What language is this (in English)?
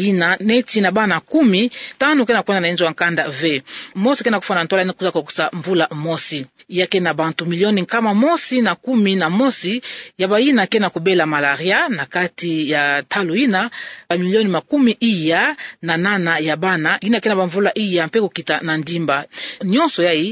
Kituba (Democratic Republic of Congo)